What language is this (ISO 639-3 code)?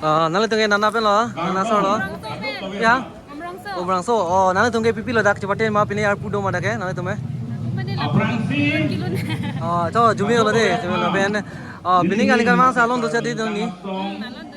mjw